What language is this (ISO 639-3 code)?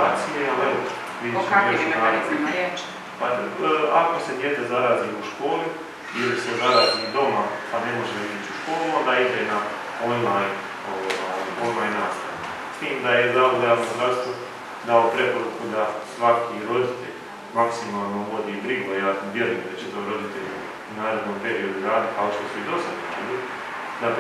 hrv